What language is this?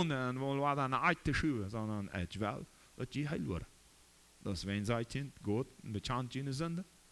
Plautdietsch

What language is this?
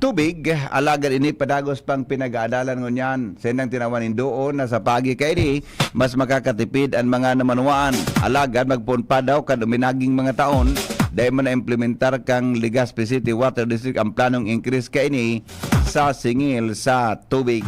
Bikol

